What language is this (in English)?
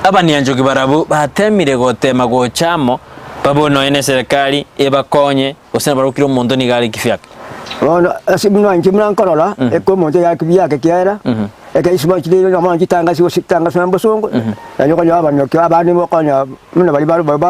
Gusii